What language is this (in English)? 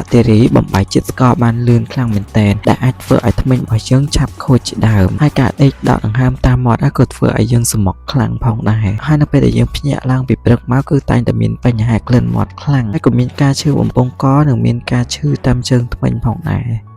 Khmer